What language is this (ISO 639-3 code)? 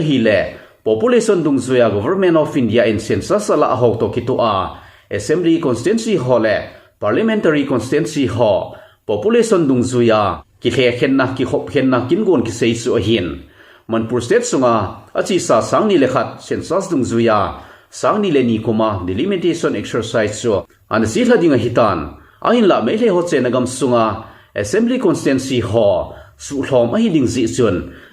tcz